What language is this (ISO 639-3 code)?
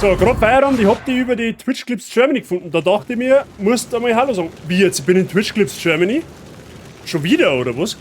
bar